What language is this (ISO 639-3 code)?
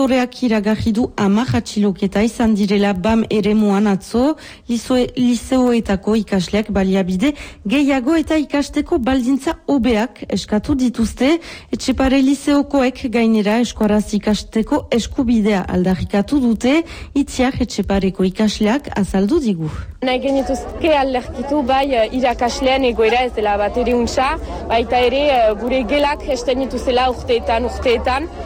eus